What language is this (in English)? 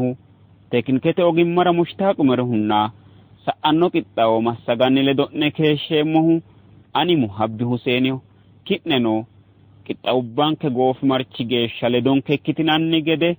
Sidamo